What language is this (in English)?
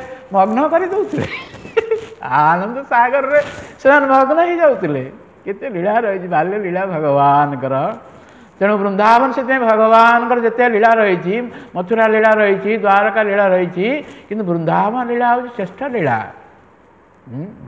Odia